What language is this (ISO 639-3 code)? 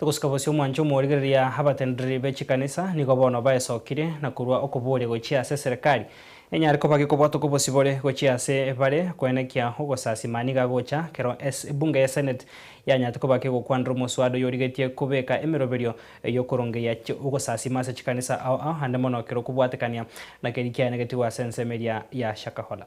guz